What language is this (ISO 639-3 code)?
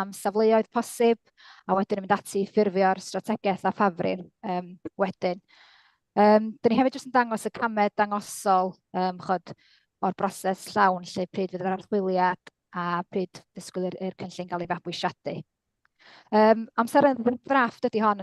cym